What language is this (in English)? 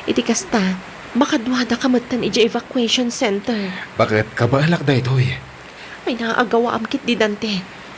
Iloko